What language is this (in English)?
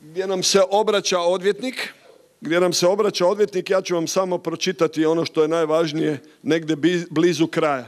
Croatian